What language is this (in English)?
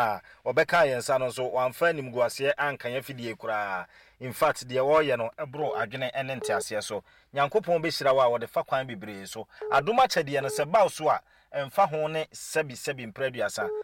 Akan